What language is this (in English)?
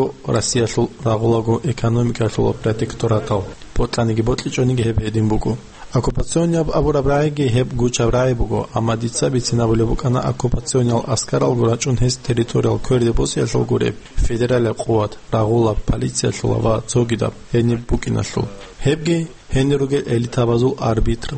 Avaric